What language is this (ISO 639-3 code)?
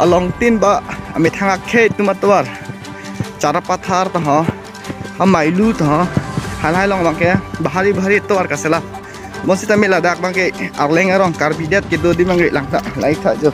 mjw